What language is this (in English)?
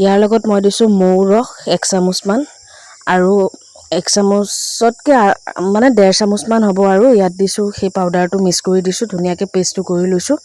Assamese